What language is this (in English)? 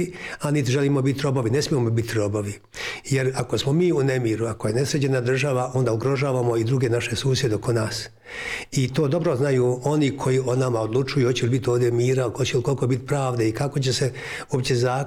Bosnian